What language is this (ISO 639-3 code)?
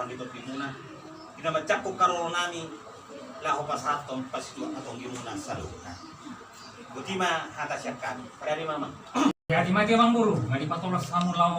bbc